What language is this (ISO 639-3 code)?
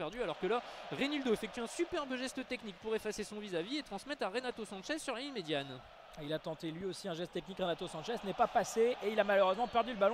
fra